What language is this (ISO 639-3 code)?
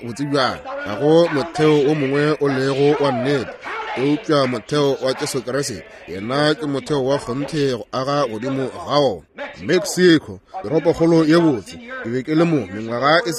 nso